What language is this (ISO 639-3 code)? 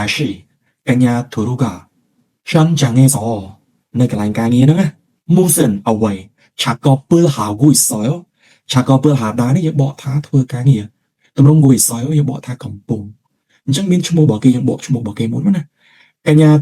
khm